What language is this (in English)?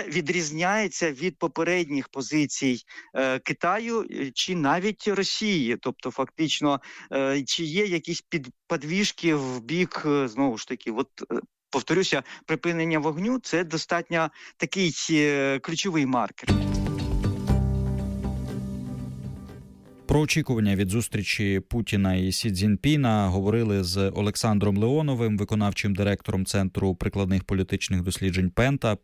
Ukrainian